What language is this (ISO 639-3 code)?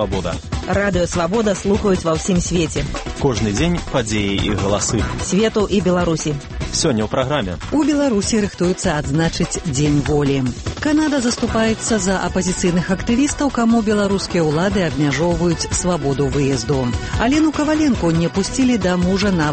bel